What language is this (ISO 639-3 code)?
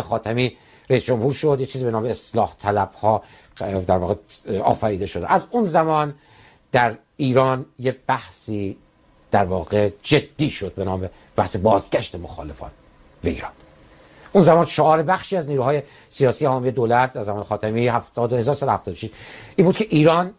fas